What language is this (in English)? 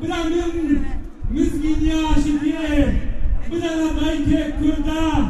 Kurdish